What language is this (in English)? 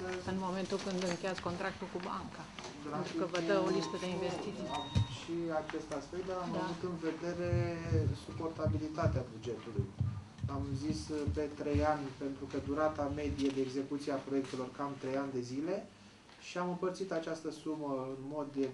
Romanian